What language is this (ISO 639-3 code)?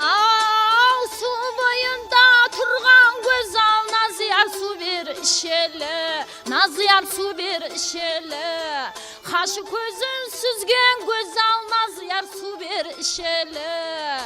kaa